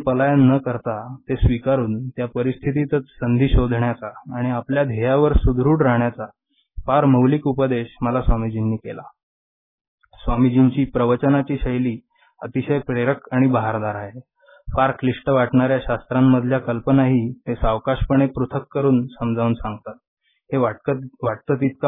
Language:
Marathi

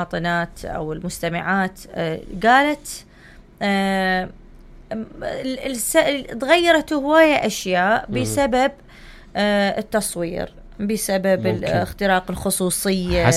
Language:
Mesopotamian Arabic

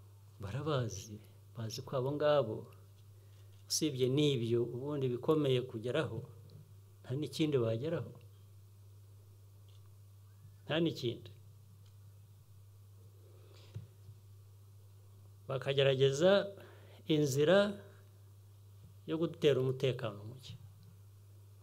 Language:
Kinyarwanda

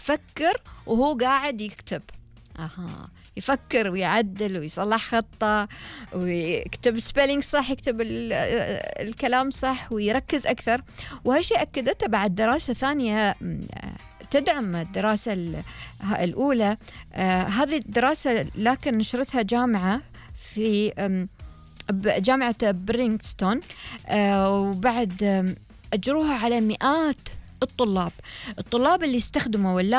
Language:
Gulf Arabic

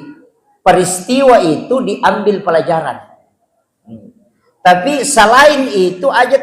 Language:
Buginese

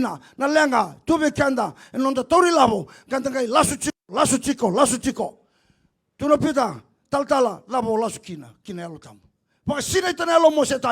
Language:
Fijian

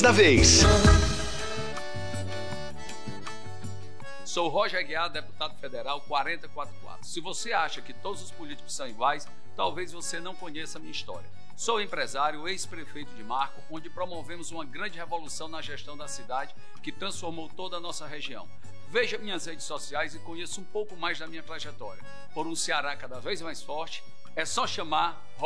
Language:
Portuguese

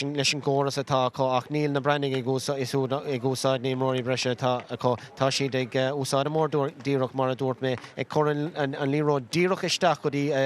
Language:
Irish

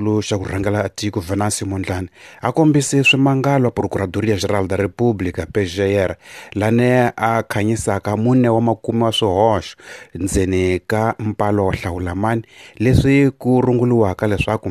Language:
Tsonga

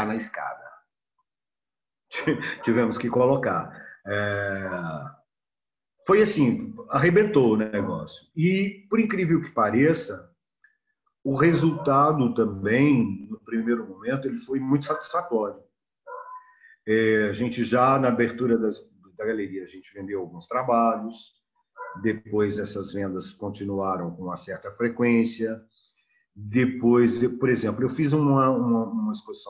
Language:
Portuguese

